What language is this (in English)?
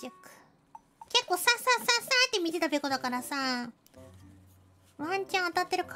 Japanese